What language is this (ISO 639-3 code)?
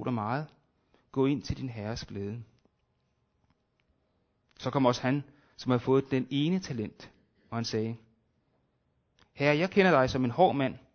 dan